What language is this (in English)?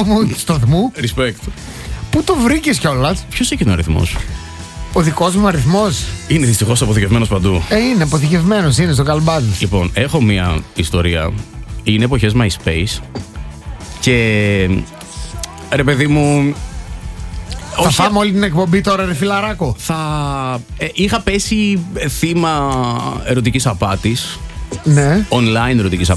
Greek